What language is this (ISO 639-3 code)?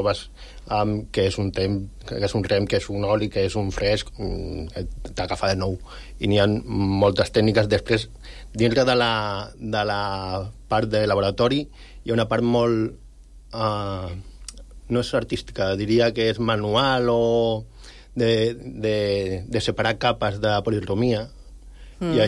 cat